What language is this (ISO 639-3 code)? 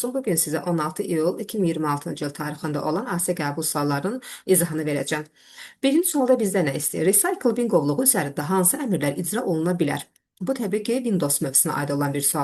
aze